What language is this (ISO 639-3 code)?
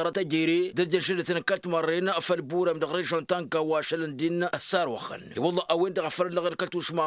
taq